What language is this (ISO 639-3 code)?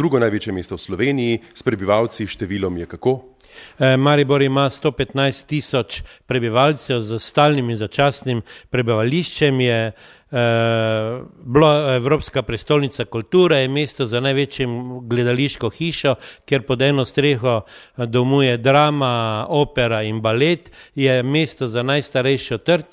slv